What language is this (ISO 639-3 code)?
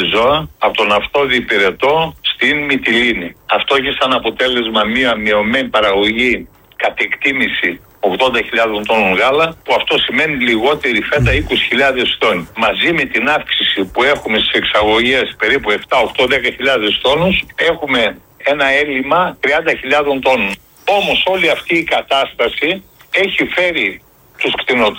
ell